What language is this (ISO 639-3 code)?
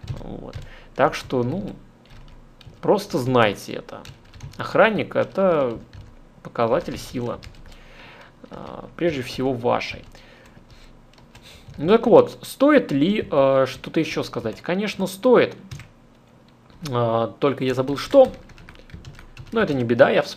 rus